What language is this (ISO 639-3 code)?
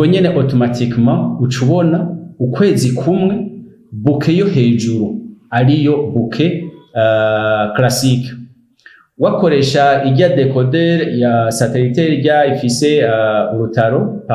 run